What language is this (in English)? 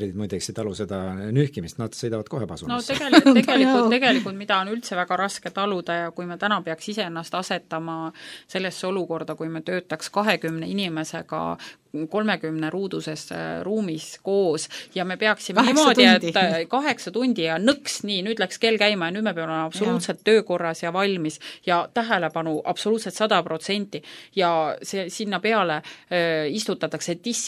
Estonian